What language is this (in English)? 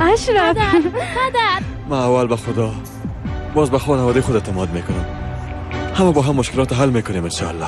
Persian